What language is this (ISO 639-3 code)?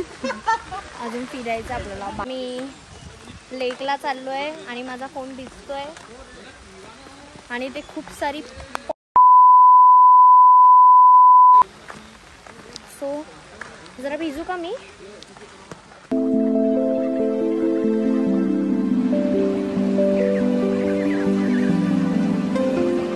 mar